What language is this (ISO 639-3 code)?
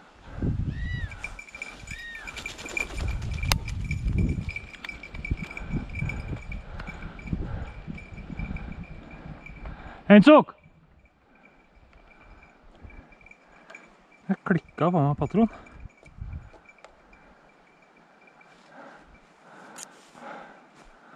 nor